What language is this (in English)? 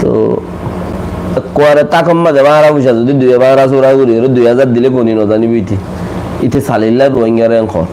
Rohingya